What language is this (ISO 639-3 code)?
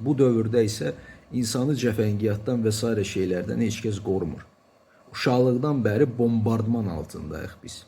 aze